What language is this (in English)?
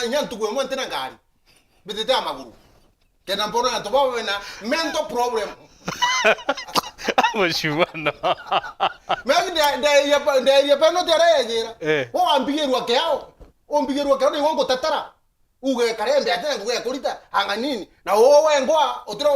Meru